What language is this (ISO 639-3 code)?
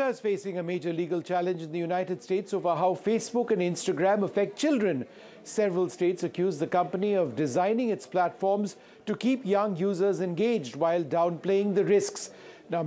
eng